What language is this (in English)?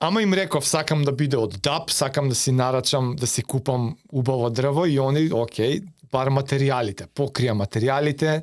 Macedonian